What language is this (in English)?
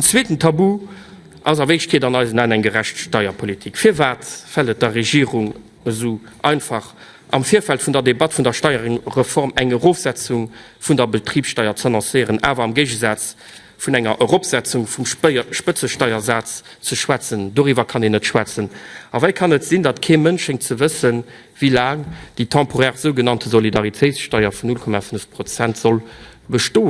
Luxembourgish